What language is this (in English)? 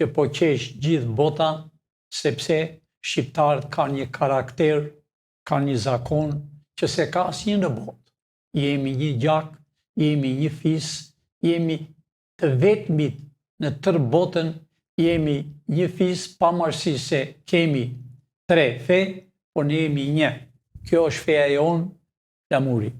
Albanian